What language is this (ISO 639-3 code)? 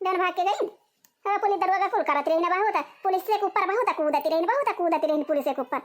awa